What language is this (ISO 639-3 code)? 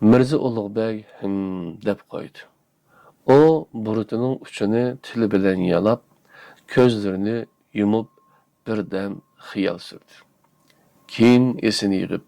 uig